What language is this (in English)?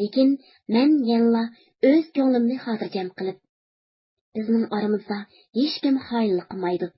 Uyghur